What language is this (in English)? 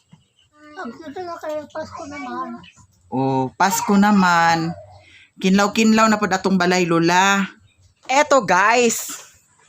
Cebuano